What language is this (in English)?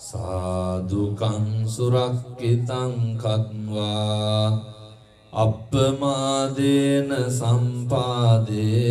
Sinhala